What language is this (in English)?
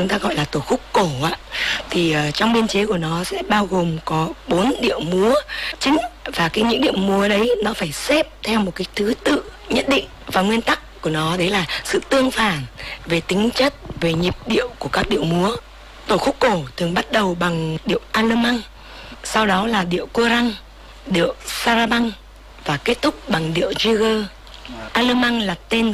Vietnamese